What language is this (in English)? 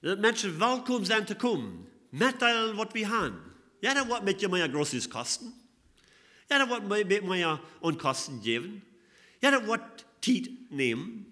Plautdietsch